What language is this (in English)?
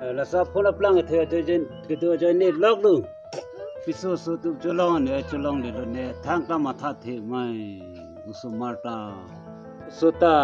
Karbi